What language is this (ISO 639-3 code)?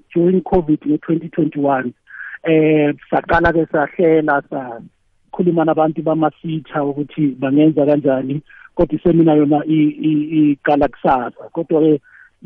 nbl